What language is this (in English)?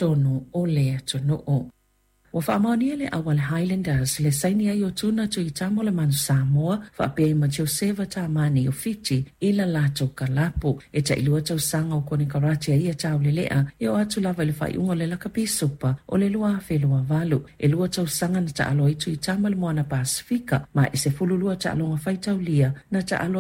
Samoan